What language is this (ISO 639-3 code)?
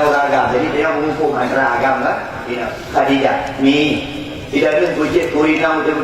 ace